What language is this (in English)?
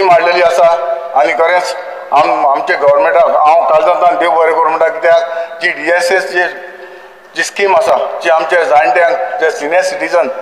Konkani